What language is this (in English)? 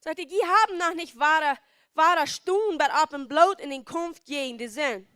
Plautdietsch